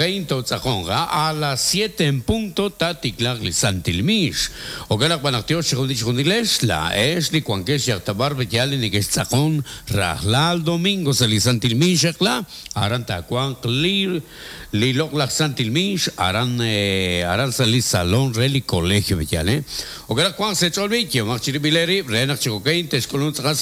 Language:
Kekchí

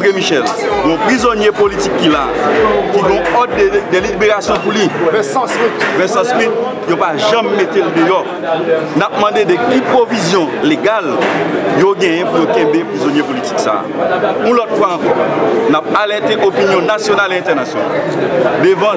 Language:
Haitian Creole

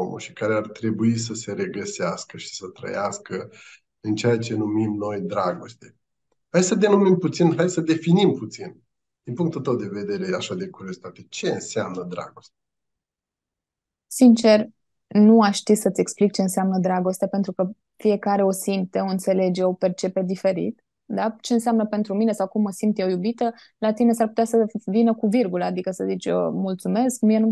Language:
Romanian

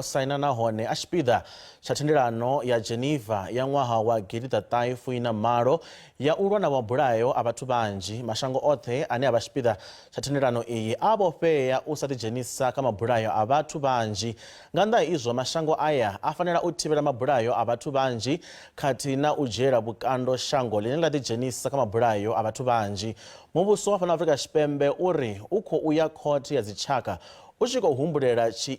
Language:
Venda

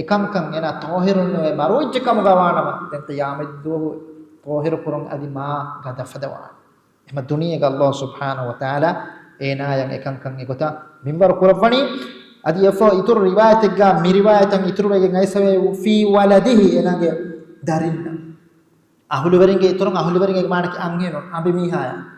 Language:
Divehi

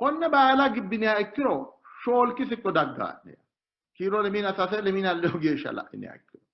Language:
Sidamo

